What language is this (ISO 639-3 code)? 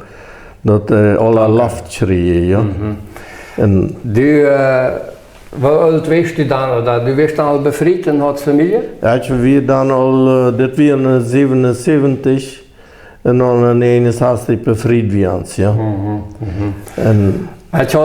pdt